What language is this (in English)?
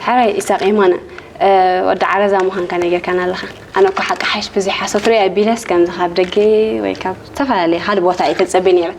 Tigrinya